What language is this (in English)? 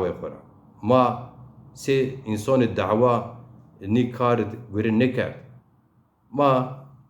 Zaza